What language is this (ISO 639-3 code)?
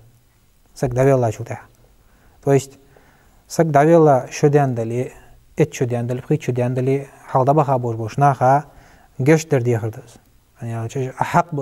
inh